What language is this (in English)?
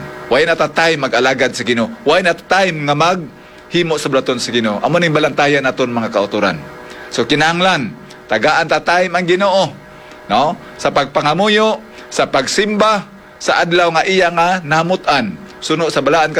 Hiligaynon